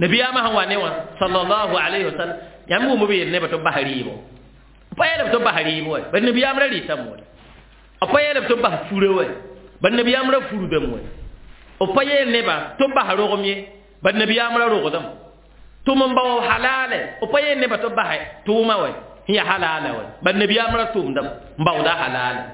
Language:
Mossi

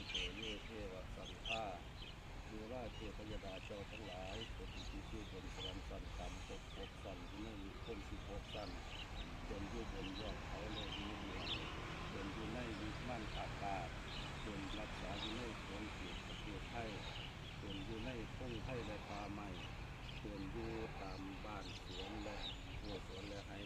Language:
Lao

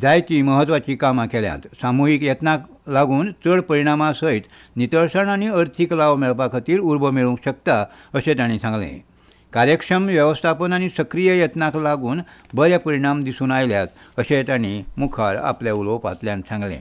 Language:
Konkani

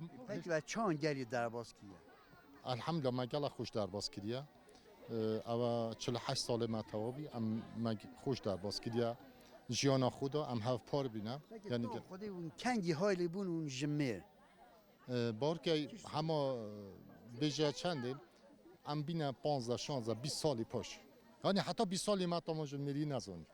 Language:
Kurdish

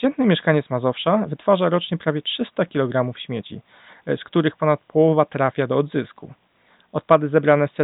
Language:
Polish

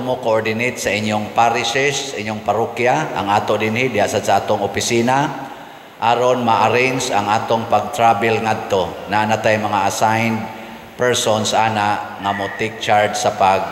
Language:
Cebuano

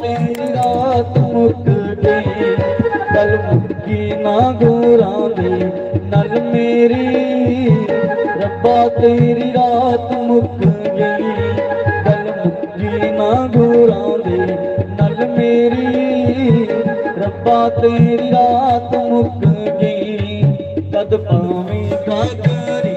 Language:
Dogri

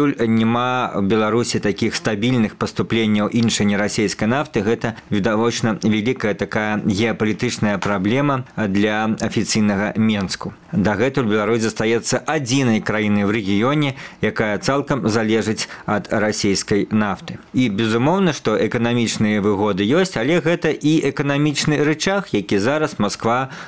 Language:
Belarusian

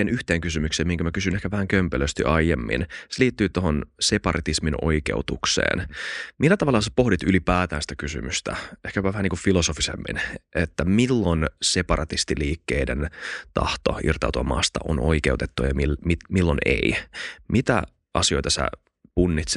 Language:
Finnish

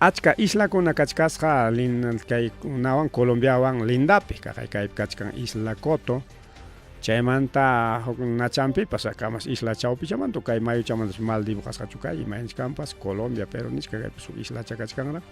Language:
Ayacucho Quechua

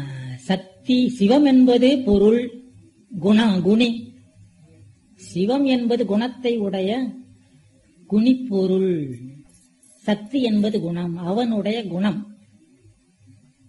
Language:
Tamil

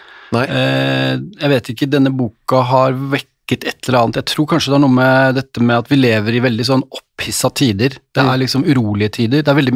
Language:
Norwegian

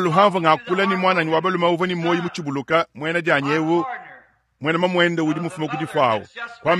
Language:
Luba-Lulua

